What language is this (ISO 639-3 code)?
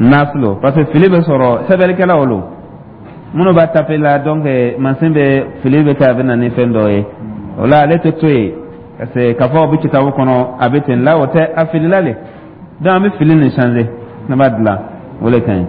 dyu